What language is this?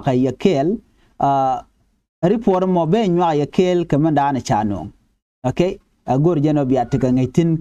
Nuer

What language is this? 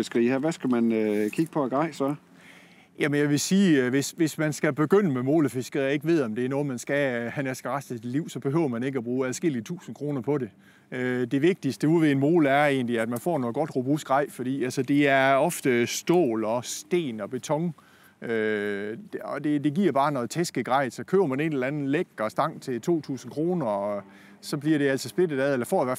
Danish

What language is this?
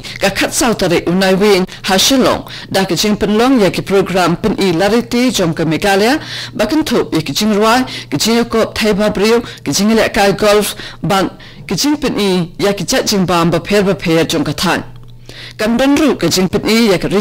Khasi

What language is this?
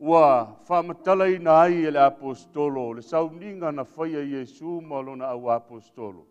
Samoan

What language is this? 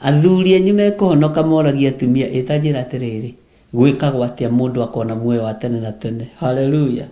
Kikuyu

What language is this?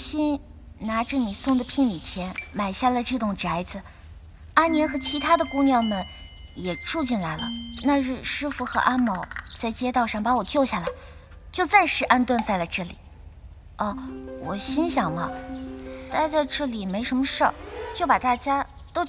Chinese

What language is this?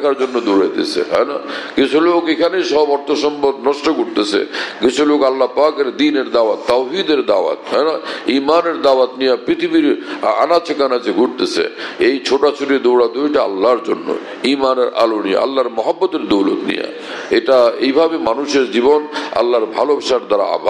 Bangla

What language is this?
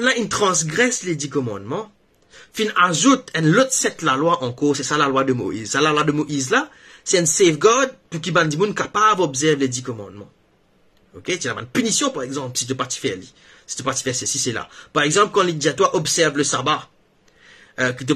Morisyen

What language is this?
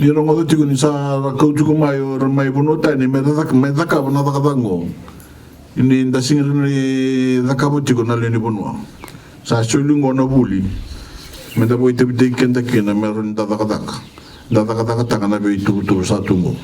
Fijian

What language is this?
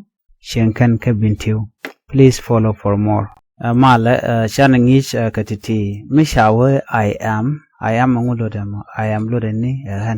Nuer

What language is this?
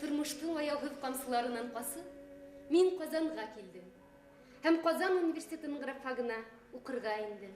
Bashkir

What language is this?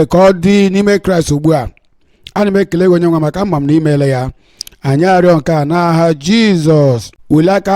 Igbo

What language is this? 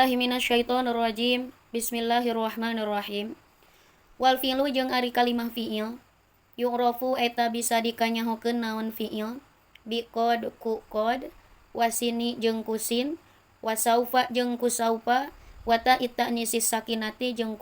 Sundanese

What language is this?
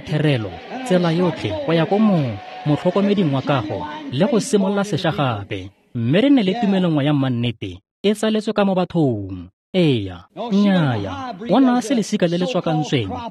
Tswana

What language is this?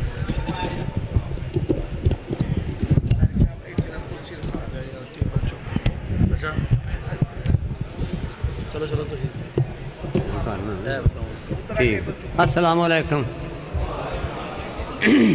Western Panjabi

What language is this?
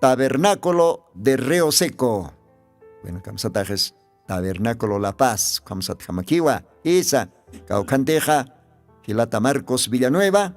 Aymara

